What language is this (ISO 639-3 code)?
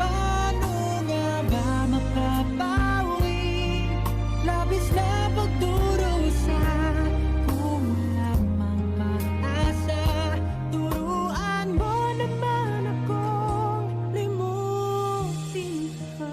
hil